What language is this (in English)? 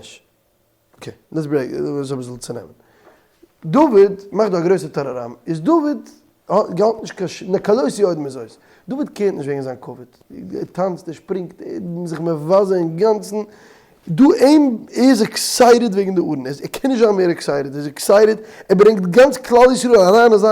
Yiddish